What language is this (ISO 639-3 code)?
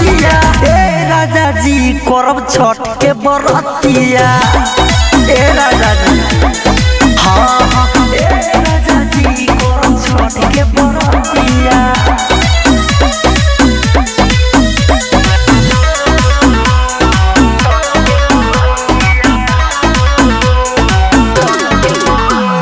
bho